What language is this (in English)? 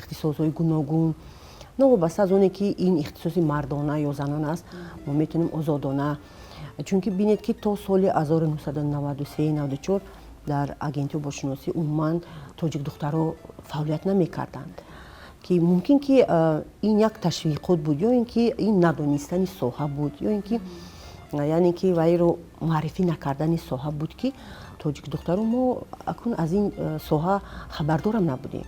Tajik